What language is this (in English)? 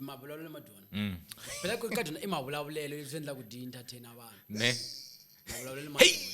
Tsonga